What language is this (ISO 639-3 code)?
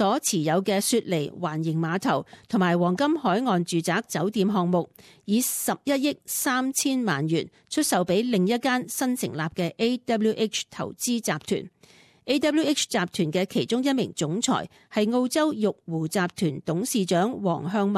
yue